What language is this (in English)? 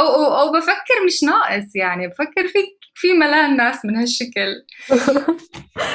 North Levantine Arabic